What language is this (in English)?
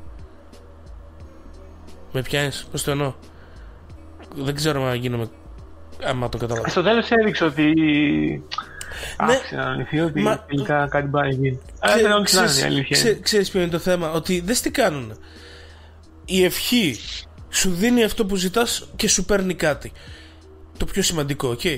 Greek